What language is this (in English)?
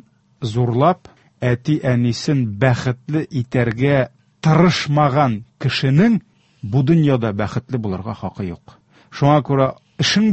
Tatar